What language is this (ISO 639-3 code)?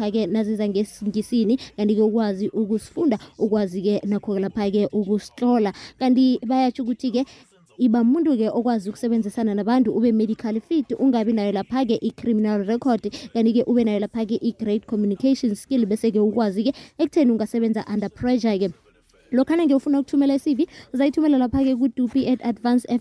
nbl